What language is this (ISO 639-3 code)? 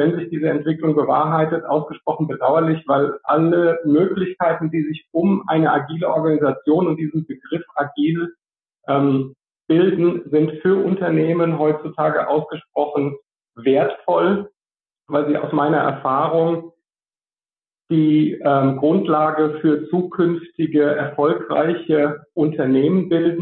deu